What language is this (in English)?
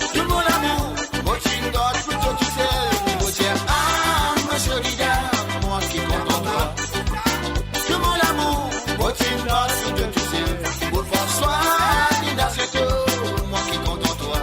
Morisyen